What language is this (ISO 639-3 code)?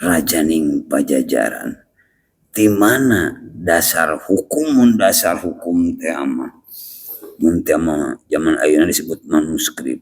sun